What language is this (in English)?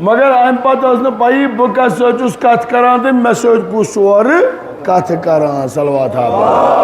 Kashmiri